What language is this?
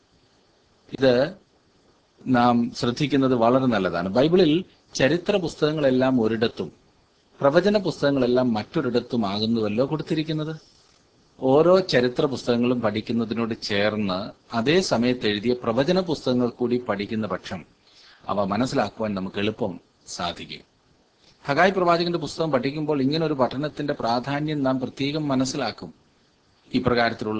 Malayalam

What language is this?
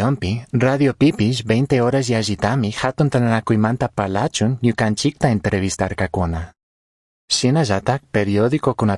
Chimborazo Highland Quichua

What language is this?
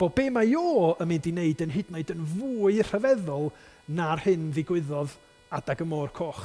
Welsh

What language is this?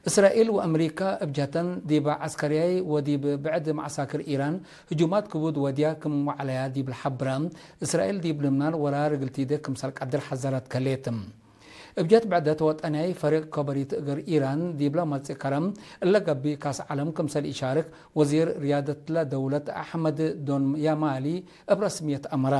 Tigre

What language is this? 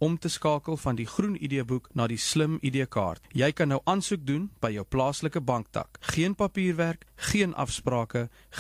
Afrikaans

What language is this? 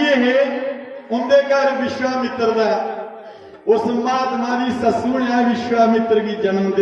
Dogri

